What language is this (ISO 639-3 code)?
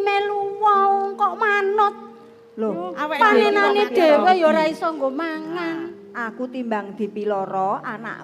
jav